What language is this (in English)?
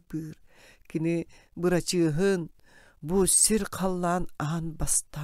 Yakut